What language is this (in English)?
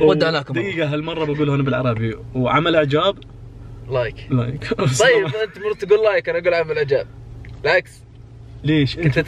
Najdi Arabic